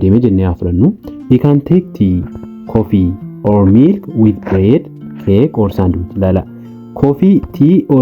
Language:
Oromo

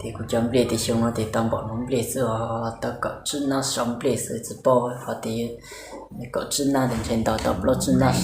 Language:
Hmong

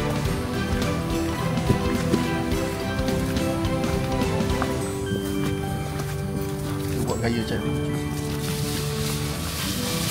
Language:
Malay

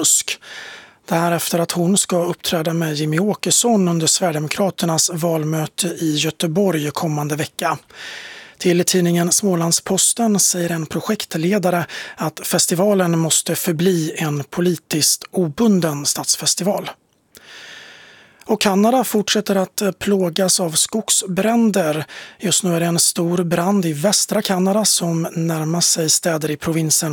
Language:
Swedish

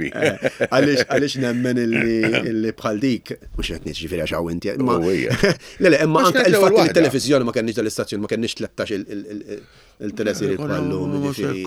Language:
Maltese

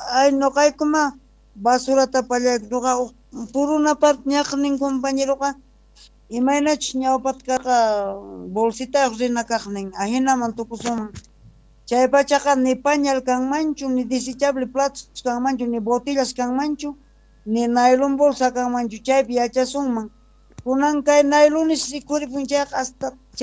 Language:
Quechua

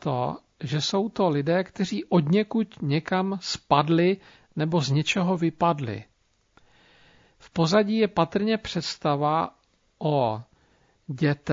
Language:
Czech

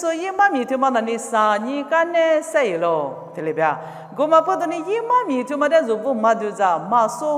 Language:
Lisu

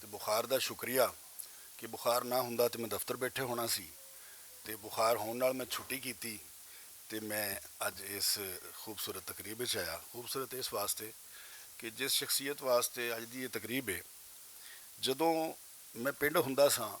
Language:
Western Panjabi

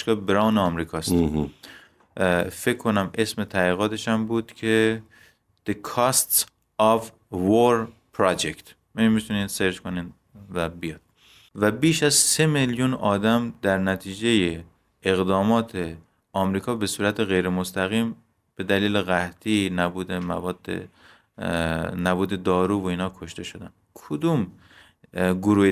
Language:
Persian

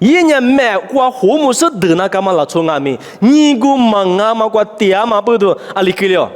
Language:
Lisu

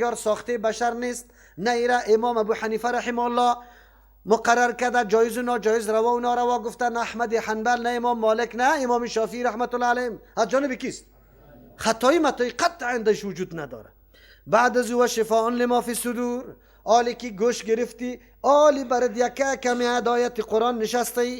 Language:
Persian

